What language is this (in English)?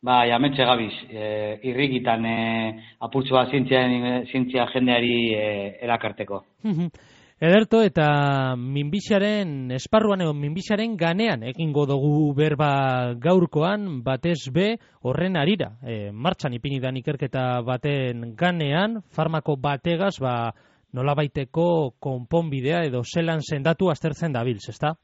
Basque